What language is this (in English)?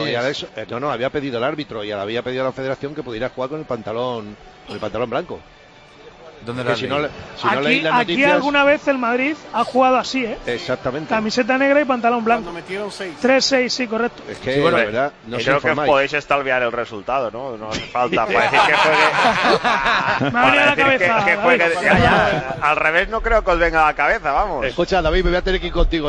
Spanish